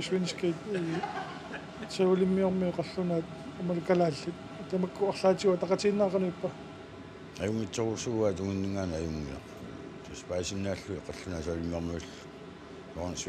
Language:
Kalaallisut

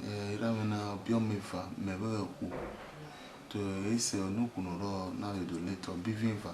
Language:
Bini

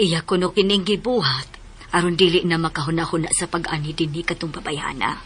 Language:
Cebuano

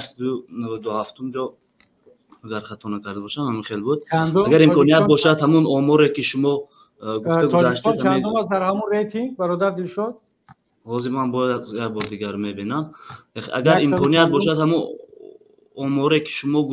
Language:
Tajik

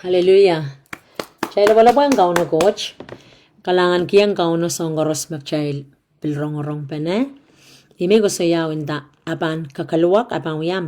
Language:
Pohnpeian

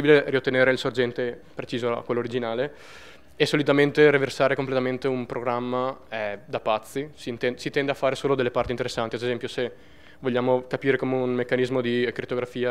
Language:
Italian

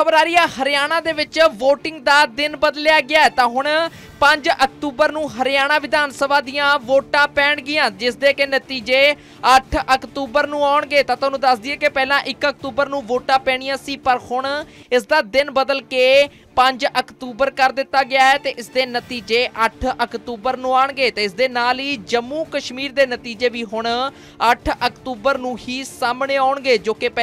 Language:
Punjabi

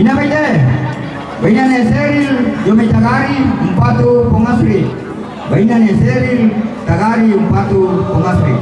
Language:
Toraja-Sa'dan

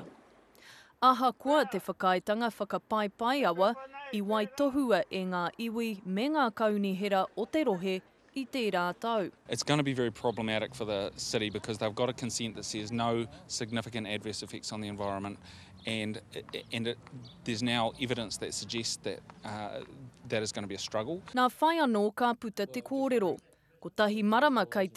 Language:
Māori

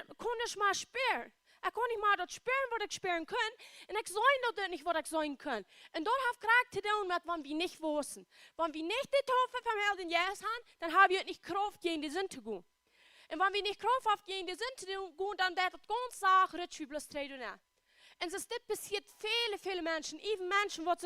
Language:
Plautdietsch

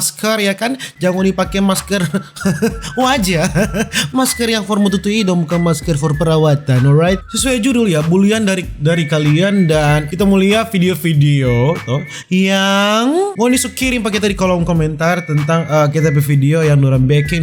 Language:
Manado Malay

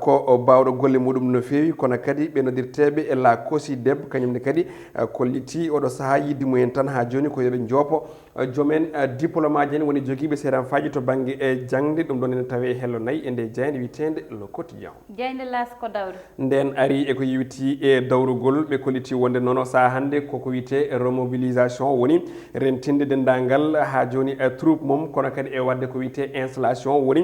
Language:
Fula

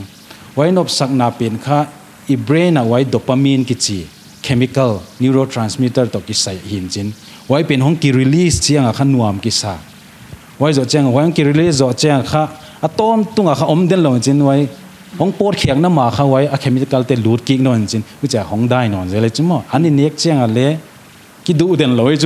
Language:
Paite Chin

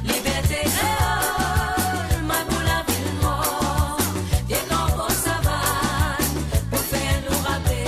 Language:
Morisyen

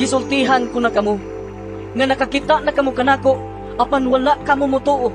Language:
Cebuano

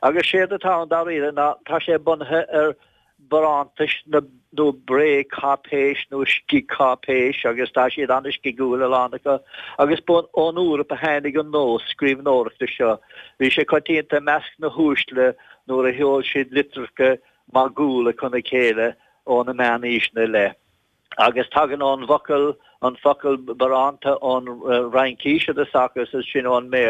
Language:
Irish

